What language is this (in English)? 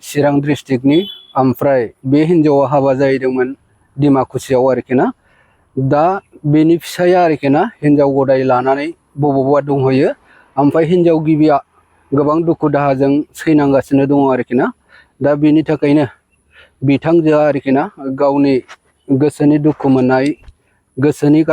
Bodo